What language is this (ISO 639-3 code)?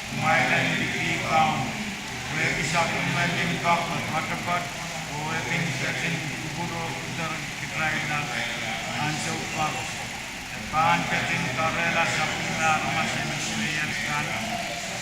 pon